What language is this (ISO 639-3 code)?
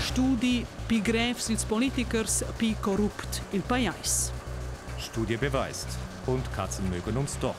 roh